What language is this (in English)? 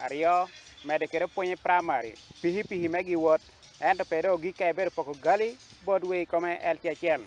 Acoli